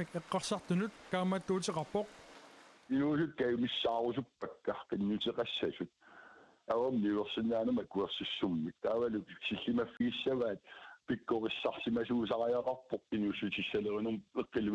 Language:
Kalaallisut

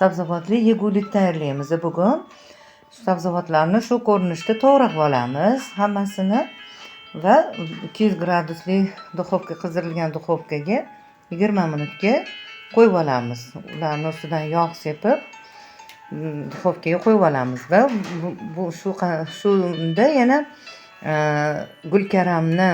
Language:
Uzbek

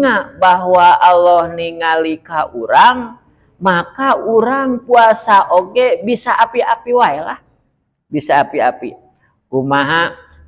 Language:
Sundanese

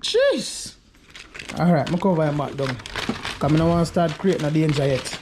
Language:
Jamaican Creole English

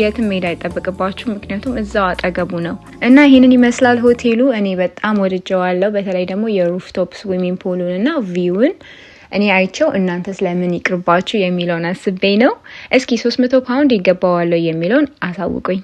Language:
Amharic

